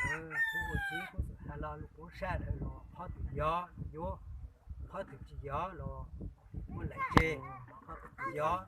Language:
Hmong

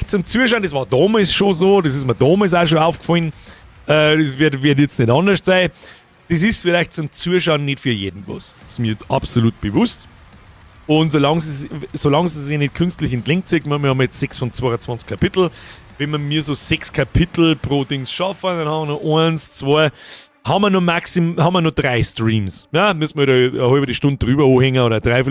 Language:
Bavarian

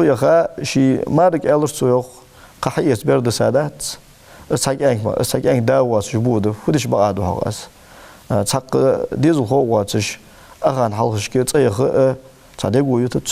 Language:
Ingush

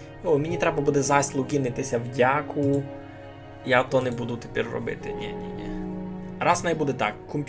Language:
Rusyn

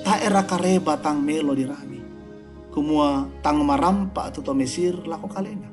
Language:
Toraja-Sa'dan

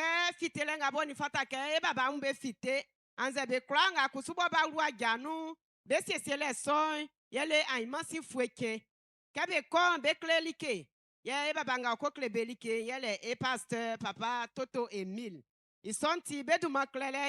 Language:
Baoulé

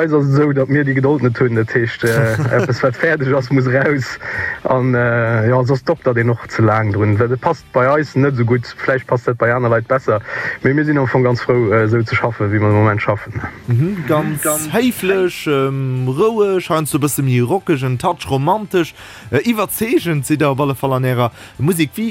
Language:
Luxembourgish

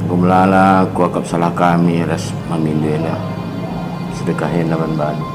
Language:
Batak Karo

